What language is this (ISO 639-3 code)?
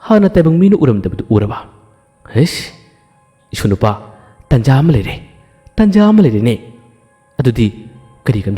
mni